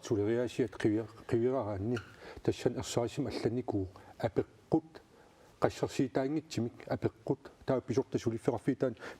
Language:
Kalaallisut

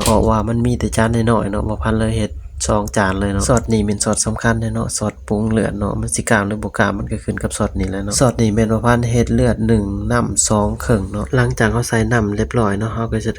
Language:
Lao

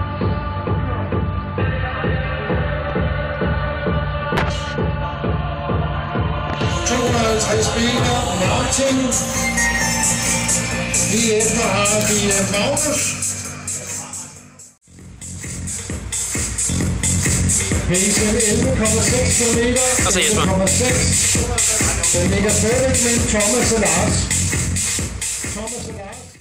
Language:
Danish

